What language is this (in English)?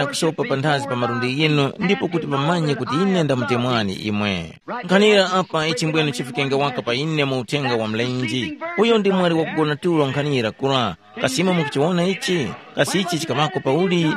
Tumbuka